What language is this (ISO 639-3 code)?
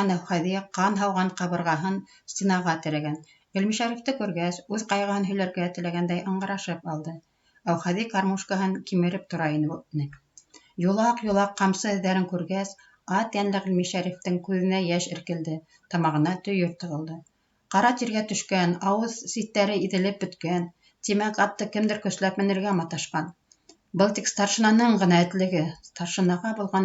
bak